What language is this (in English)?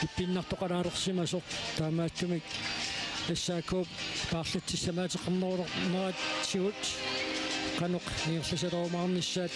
Kalaallisut